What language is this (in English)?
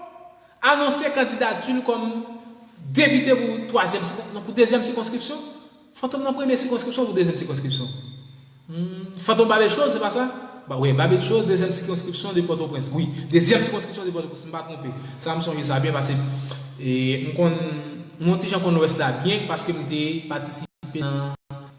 Haitian Creole